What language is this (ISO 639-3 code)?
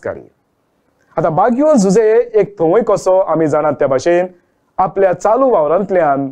kok